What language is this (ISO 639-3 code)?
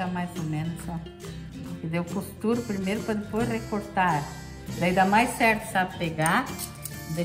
por